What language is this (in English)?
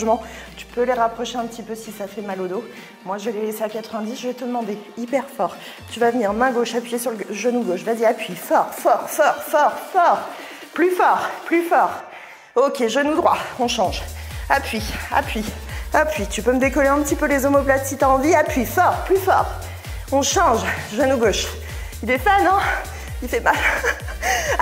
French